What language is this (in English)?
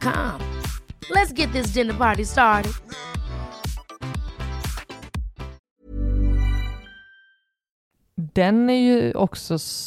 Swedish